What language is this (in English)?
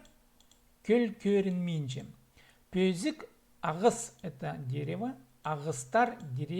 Khakas